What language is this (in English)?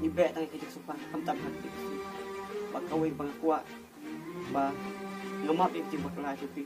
Khasi